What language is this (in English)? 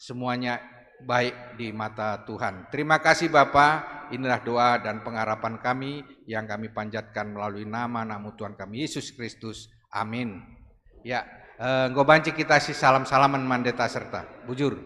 Batak Karo